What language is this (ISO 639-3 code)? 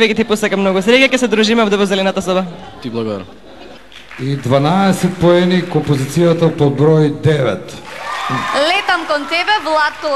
mkd